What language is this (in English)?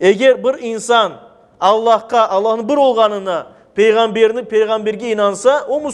Crimean Tatar